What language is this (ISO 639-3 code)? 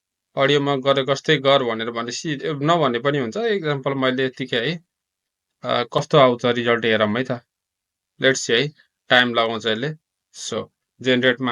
nep